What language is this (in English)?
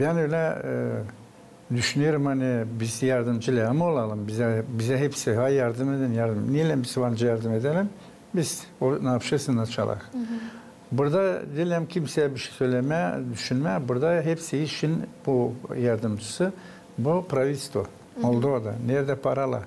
Gagauz